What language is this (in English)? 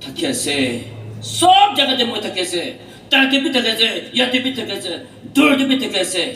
Naga Pidgin